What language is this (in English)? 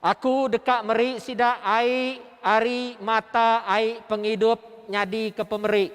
Iban